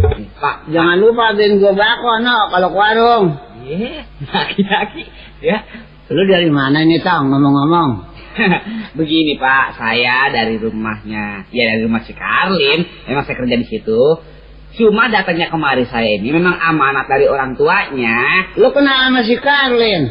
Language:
Betawi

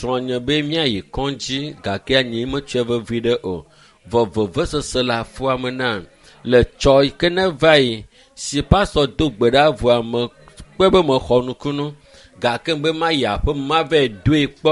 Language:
Ewe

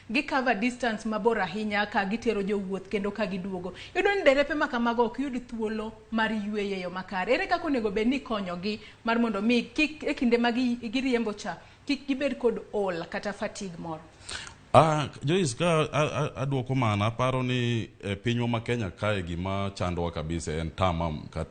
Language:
Luo (Kenya and Tanzania)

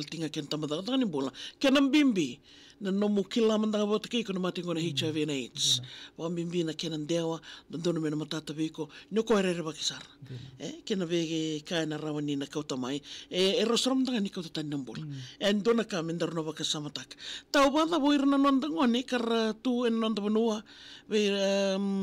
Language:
Fijian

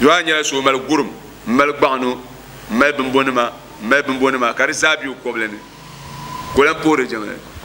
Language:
Dagbani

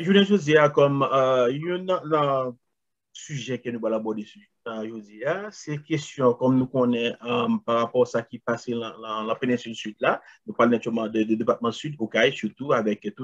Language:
Haitian Creole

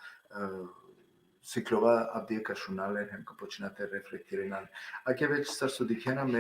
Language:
Balkan Romani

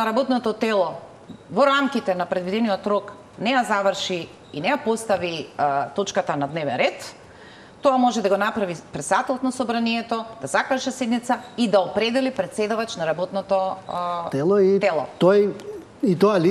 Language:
Macedonian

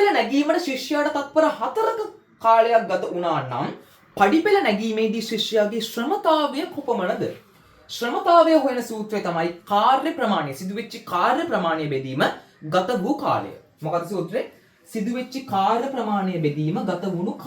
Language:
Sinhala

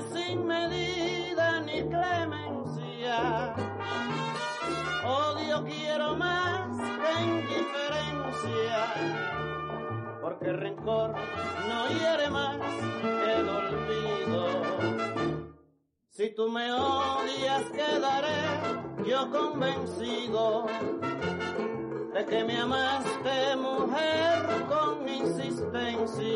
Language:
Spanish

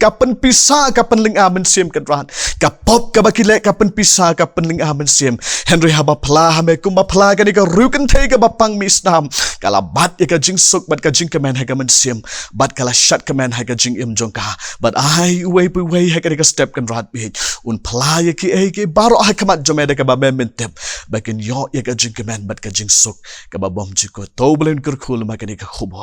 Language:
Khasi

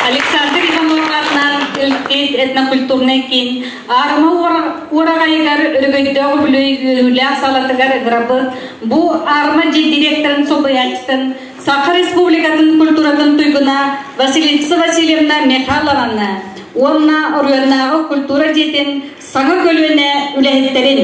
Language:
Yakut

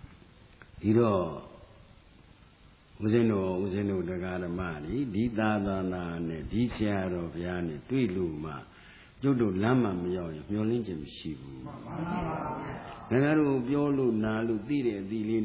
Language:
Burmese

